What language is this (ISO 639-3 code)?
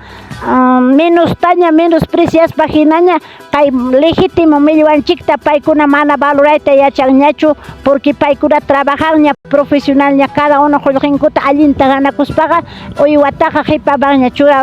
quy